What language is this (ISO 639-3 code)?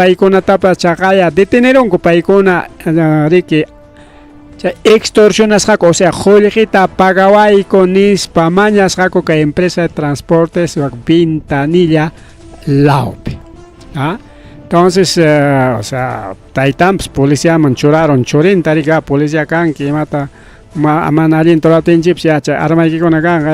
quy